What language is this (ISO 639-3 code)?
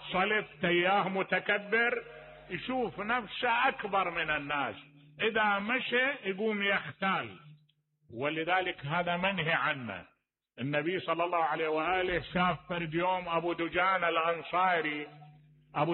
acm